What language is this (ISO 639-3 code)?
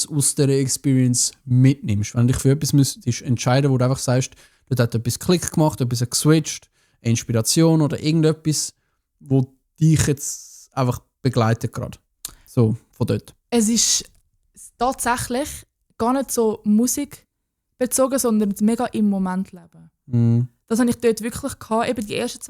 gsw